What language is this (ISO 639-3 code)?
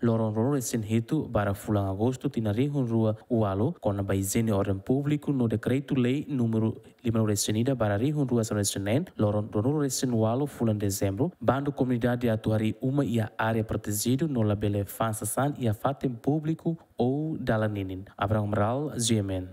tet